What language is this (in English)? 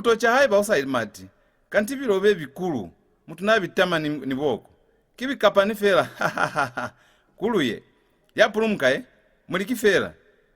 Lozi